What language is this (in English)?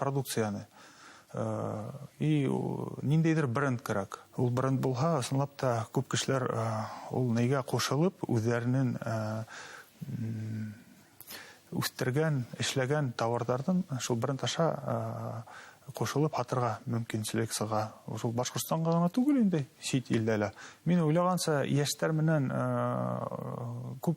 Bashkir